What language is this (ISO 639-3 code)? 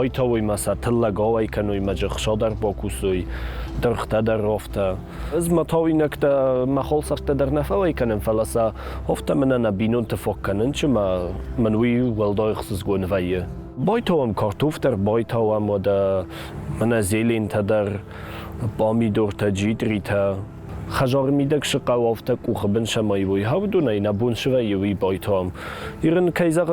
oss